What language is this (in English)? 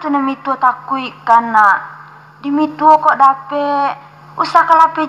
Minangkabau